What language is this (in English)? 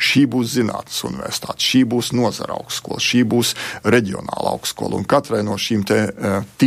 Latvian